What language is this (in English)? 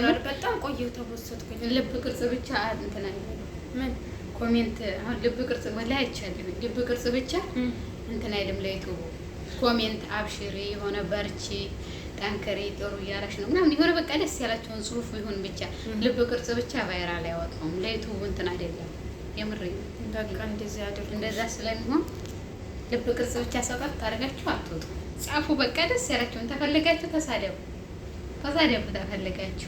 Amharic